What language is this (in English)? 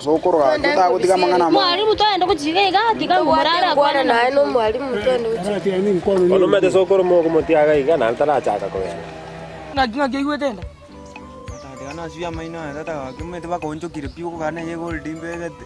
Gusii